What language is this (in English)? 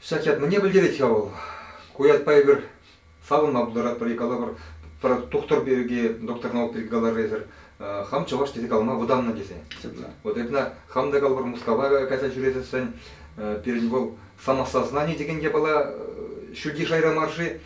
Chuvash